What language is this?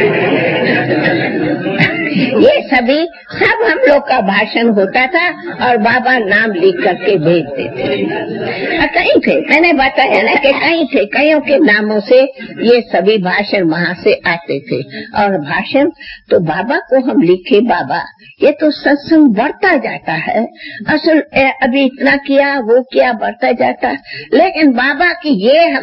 Hindi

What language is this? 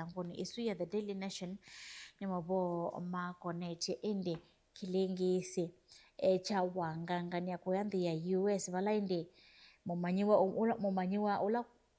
Kamba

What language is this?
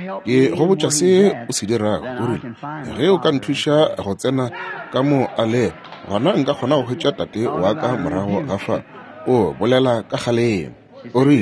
Northern Sotho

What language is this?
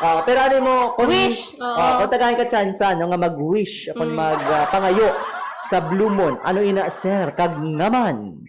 Hiligaynon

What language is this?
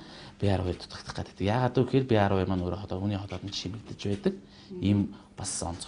Mongolian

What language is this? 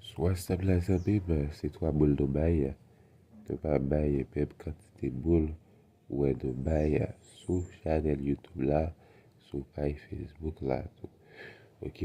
Haitian Creole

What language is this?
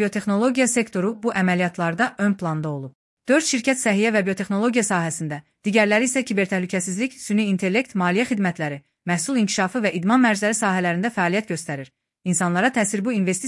Azerbaijani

